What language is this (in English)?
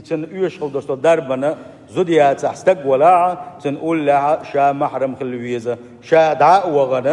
Chechen